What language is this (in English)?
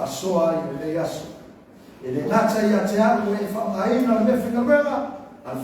Samoan